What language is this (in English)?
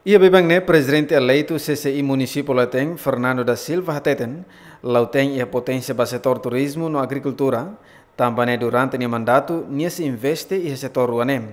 Tetum